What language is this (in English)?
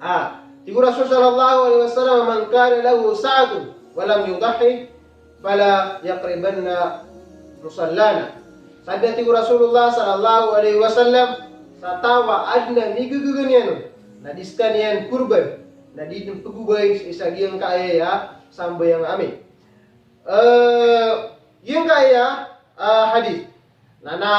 Maranao